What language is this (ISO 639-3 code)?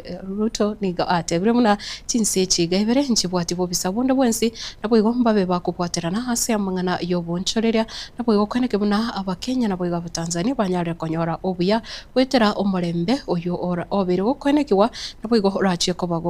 guz